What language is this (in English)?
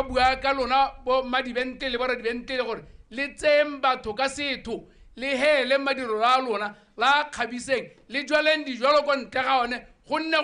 Tswana